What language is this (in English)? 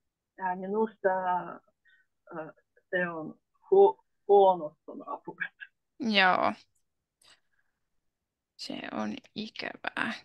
Finnish